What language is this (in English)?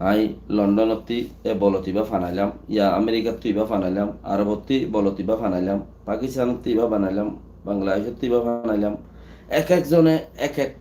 Rohingya